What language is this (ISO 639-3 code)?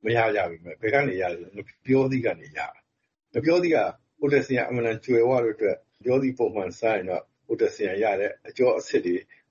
mya